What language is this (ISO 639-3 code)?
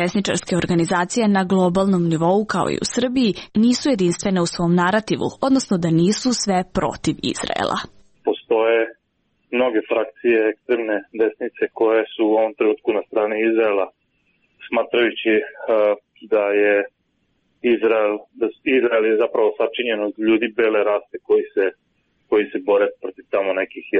srp